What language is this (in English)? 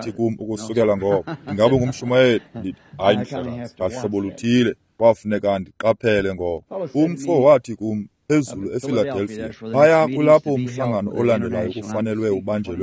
Xhosa